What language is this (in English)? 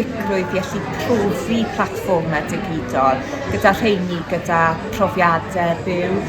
Welsh